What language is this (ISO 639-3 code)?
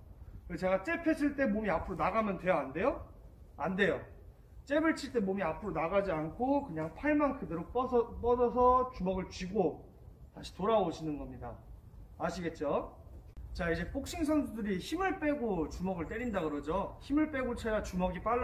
kor